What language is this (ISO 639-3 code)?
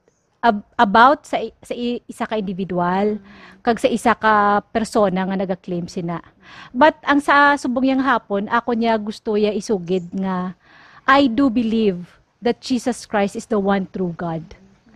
hil